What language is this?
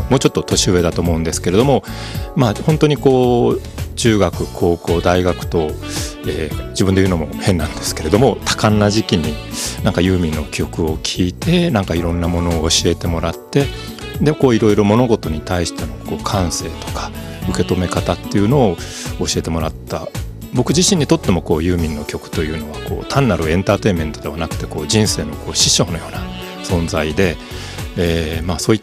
Japanese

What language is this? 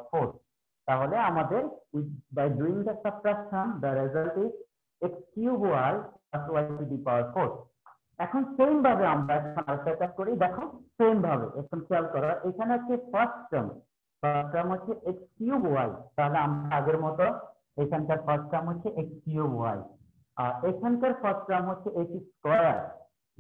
Bangla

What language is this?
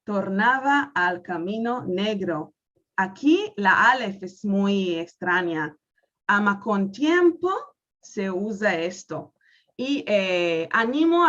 Ladino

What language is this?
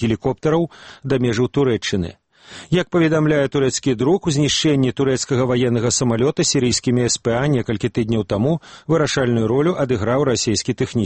Belarusian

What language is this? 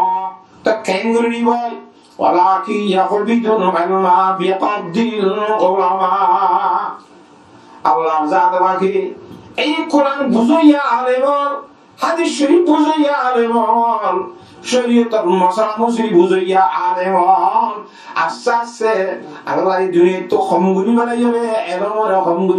Rohingya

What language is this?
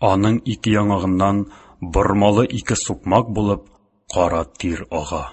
Tatar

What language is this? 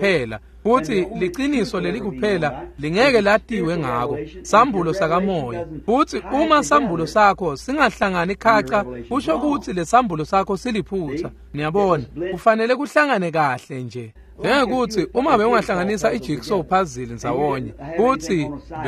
Swati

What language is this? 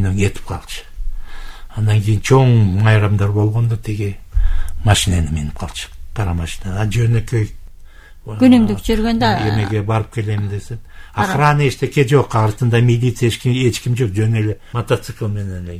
Kyrgyz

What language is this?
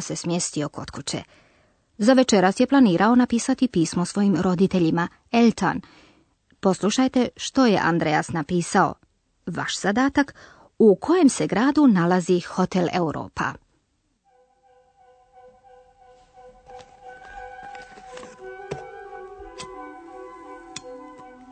Croatian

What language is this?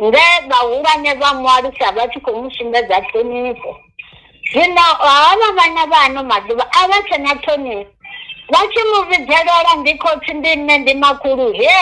Venda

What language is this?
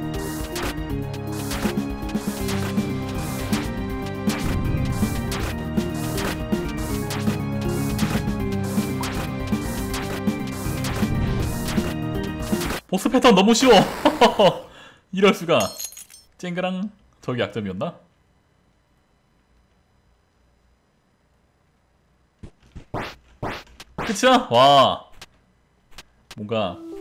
Korean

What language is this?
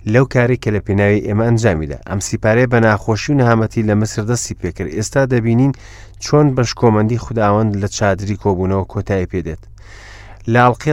Central Kurdish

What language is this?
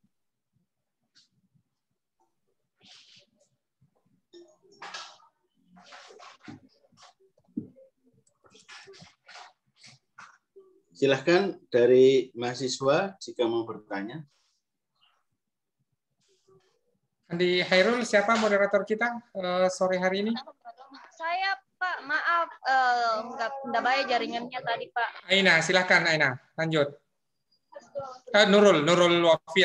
Indonesian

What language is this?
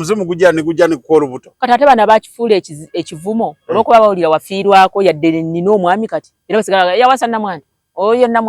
Ganda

